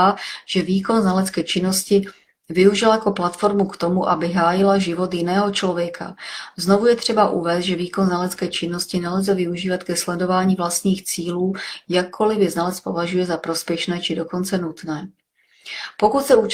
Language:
Czech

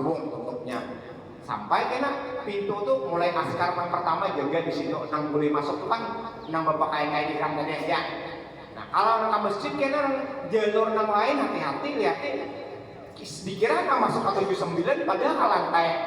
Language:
Banjar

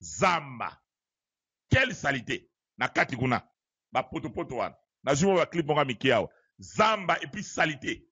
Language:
Lingala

